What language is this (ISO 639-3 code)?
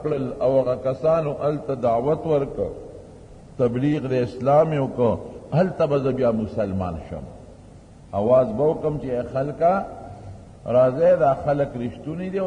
pus